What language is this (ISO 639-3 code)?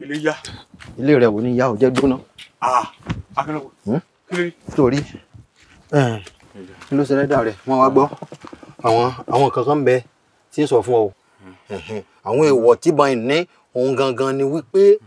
yor